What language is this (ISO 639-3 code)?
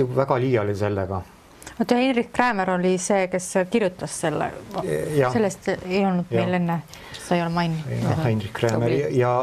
est